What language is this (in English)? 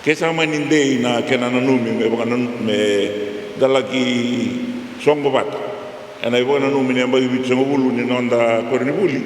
Fijian